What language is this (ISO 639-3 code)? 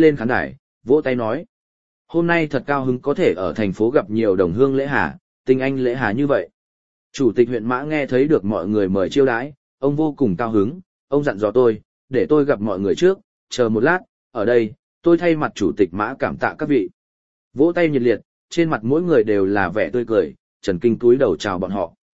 vie